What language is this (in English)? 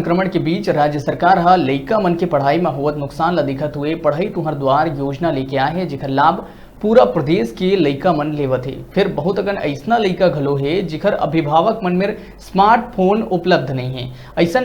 Chhattisgarhi